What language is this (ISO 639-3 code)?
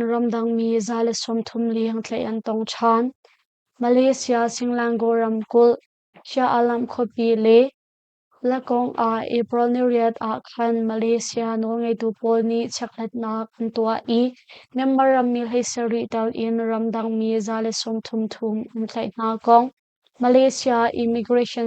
cnh